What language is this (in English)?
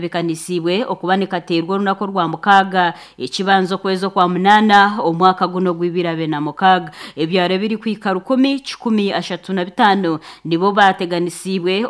Nyankole